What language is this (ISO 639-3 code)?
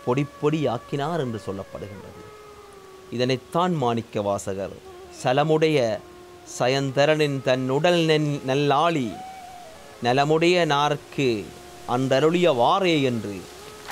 tam